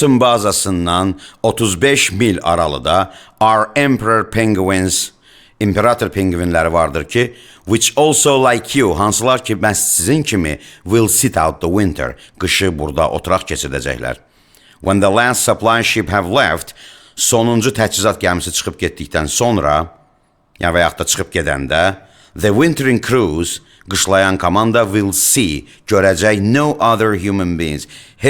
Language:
Azerbaijani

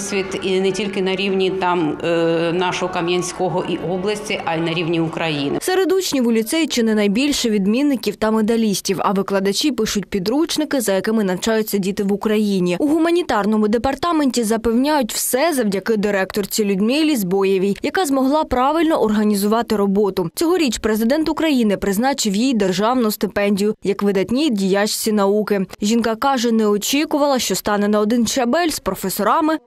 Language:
Ukrainian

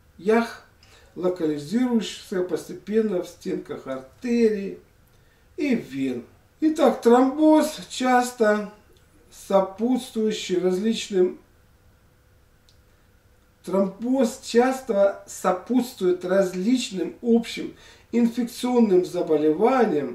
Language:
Russian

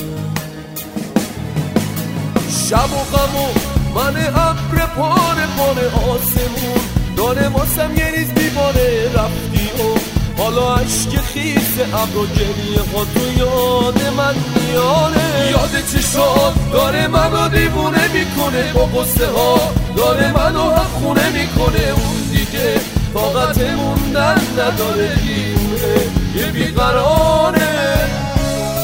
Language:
Persian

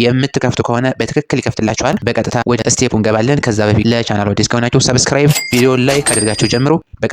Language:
Amharic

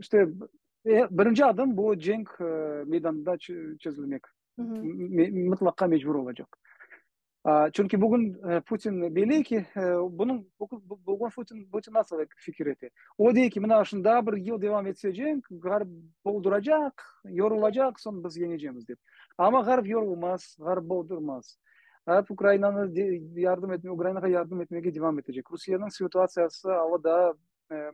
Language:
Crimean Tatar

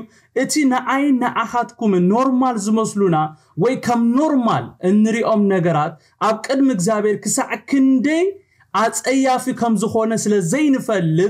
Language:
Tigrinya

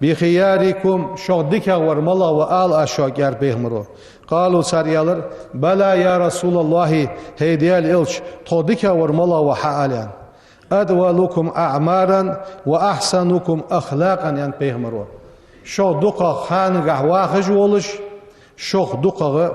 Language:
Ingush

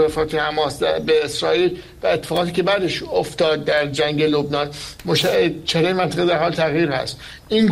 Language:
Persian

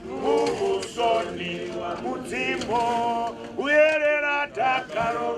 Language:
Venda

